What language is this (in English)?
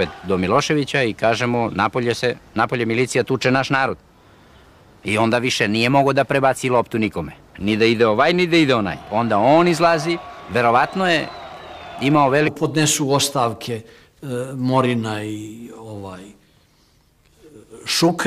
Serbian